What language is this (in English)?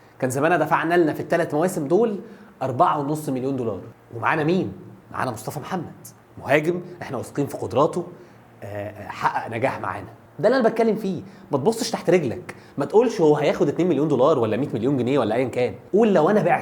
Egyptian Arabic